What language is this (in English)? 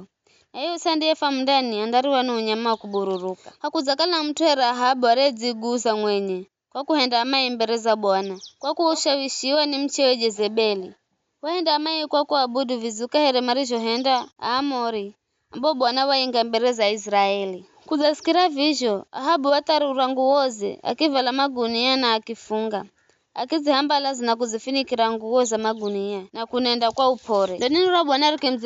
Giryama